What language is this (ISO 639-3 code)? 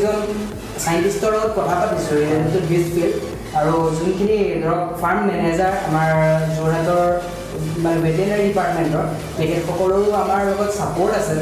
asm